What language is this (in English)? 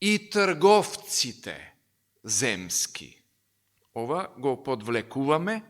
Macedonian